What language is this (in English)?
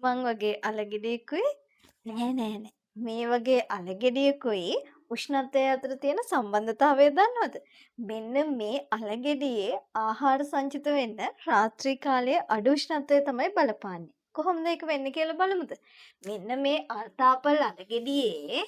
Sinhala